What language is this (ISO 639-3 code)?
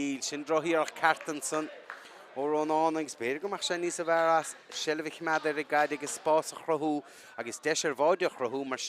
gle